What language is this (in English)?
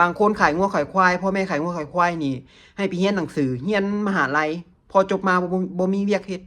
Lao